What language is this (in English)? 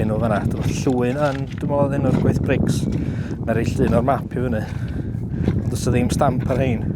Welsh